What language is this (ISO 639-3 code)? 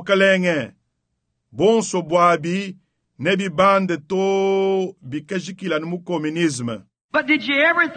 lua